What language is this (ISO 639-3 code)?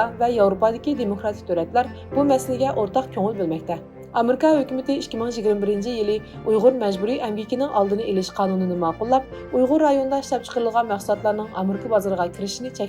uig